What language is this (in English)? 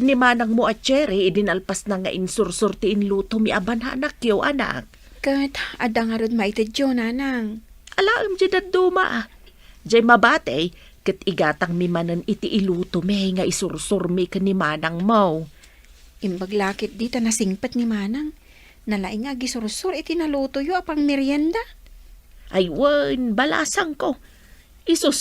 Iloko